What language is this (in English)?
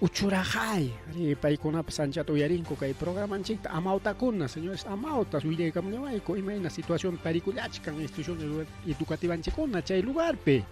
Ayacucho Quechua